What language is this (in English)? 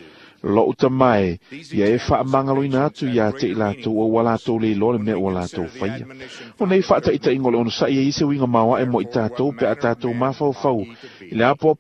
Samoan